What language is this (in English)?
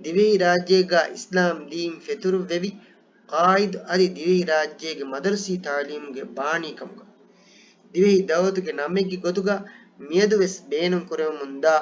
Divehi